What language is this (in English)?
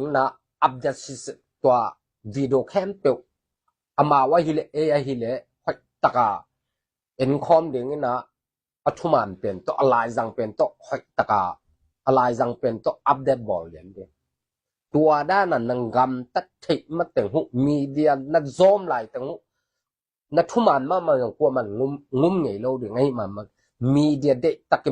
Tedim Chin